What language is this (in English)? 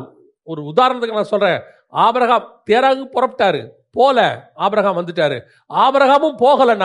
Tamil